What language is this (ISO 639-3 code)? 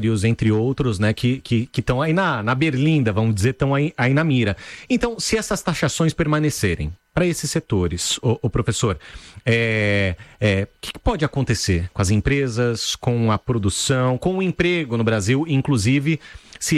por